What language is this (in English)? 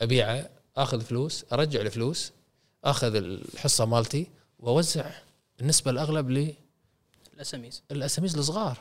Gulf Arabic